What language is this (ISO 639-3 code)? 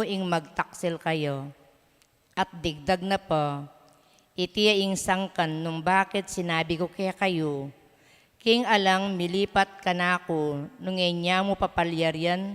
pam